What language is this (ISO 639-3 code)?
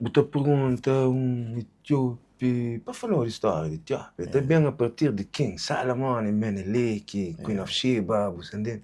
kea